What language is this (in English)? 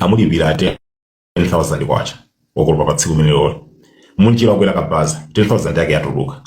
Nyanja